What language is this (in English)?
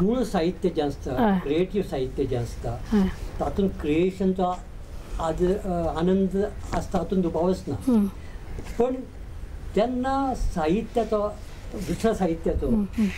Konkani